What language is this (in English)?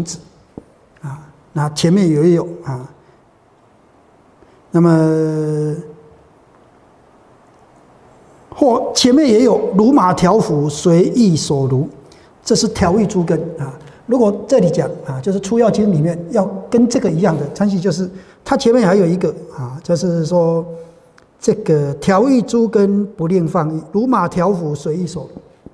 Chinese